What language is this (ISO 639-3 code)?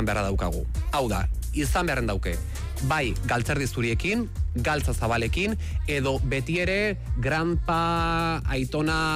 eus